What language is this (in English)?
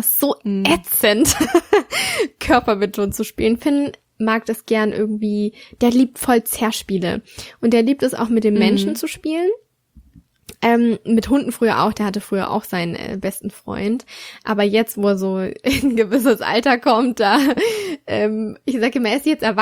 German